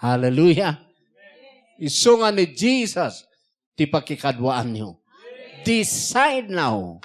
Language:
Iloko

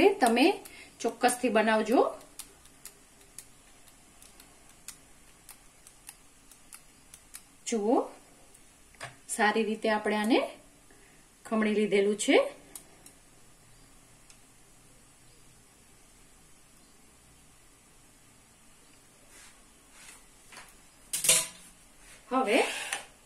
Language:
Gujarati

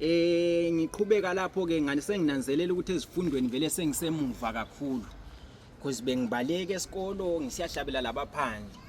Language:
North Ndebele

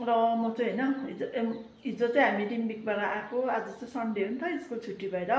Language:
Nepali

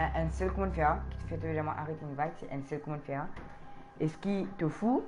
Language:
Morisyen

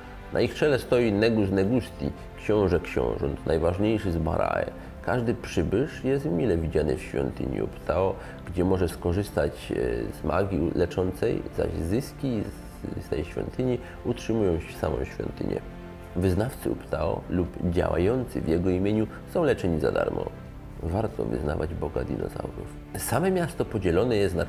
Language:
Polish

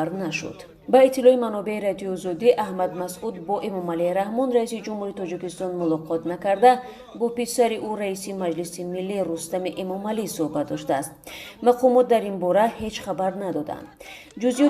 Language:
Tajik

